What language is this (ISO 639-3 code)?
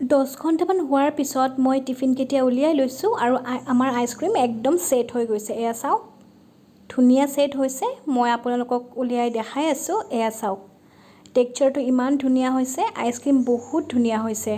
asm